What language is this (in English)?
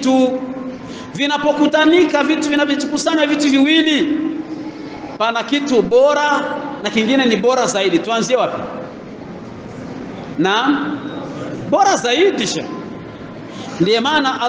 Swahili